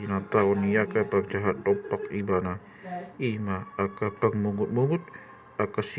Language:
Batak Toba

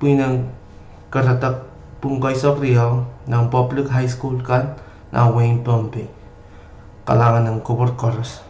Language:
Pohnpeian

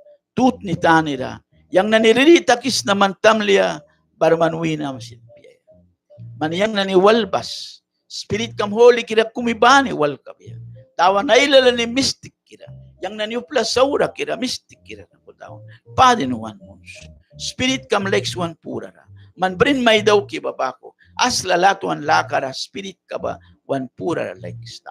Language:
Mískito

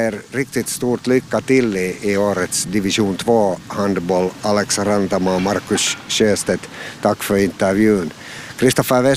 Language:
Swedish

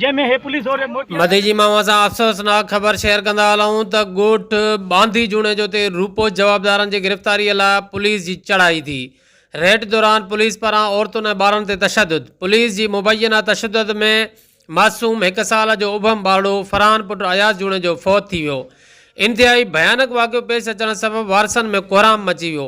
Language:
Sindhi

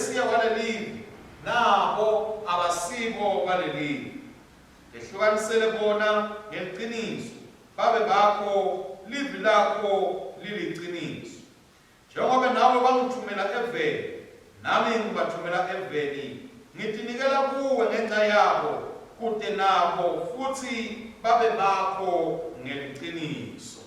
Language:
Swati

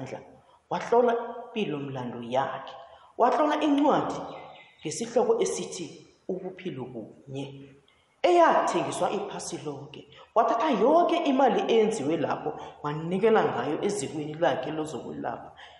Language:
South Ndebele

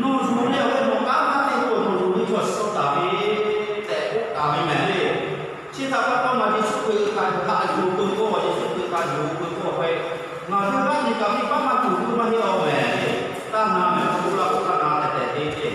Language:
Lahu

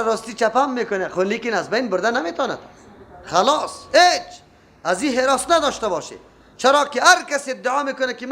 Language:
Persian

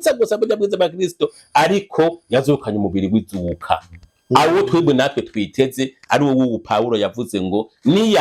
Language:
Rundi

